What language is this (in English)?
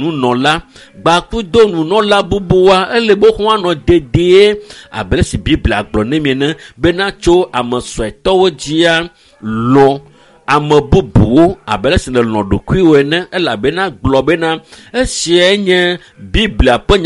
Ewe